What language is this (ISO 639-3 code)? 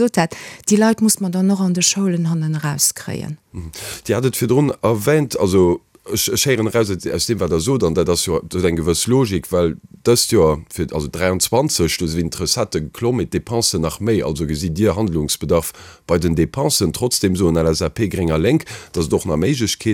ltz